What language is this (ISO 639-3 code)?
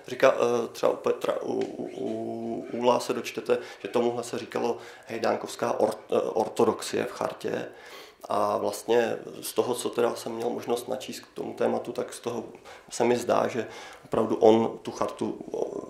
ces